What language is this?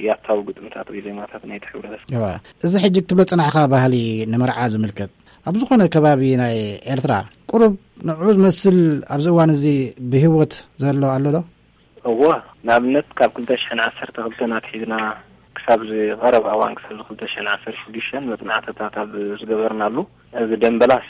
Tigrinya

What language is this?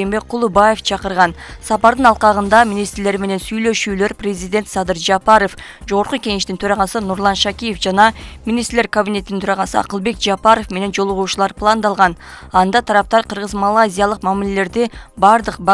Kyrgyz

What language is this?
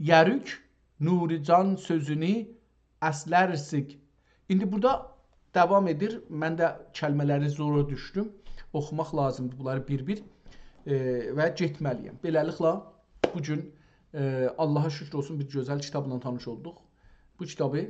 South Azerbaijani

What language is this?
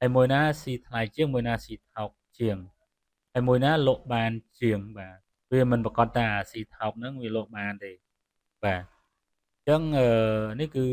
Khmer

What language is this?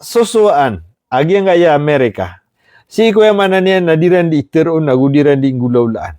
Maranao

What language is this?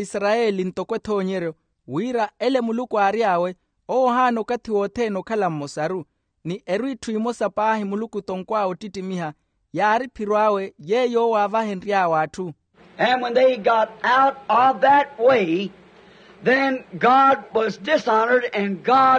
Makhuwa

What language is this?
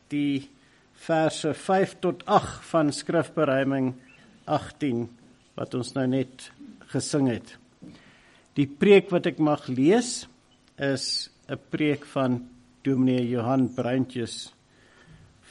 Afrikaans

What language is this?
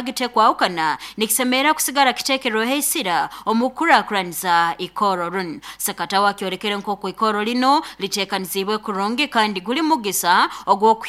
Nyoro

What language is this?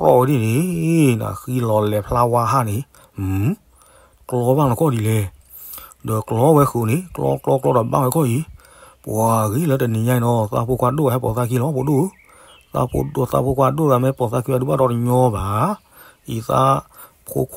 S'gaw Karen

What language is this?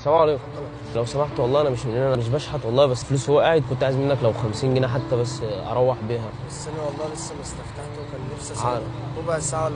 Egyptian Arabic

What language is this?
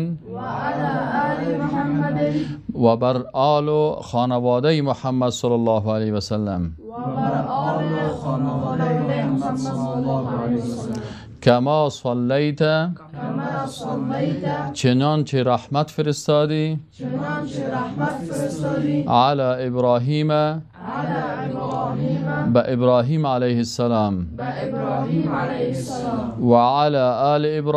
Persian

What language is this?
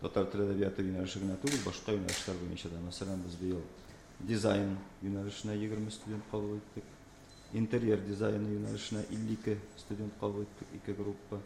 Tatar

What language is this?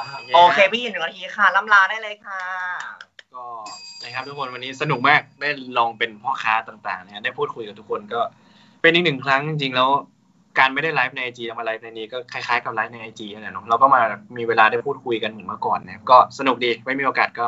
Thai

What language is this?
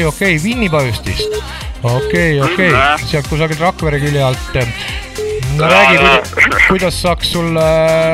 Estonian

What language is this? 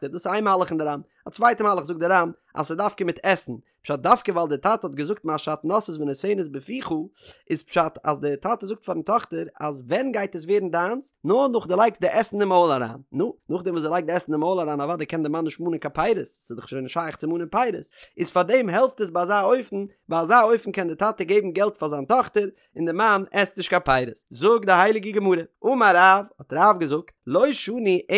Yiddish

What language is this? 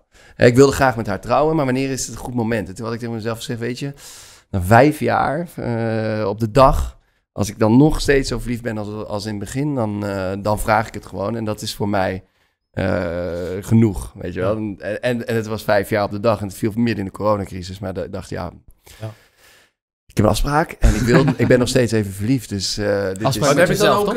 Dutch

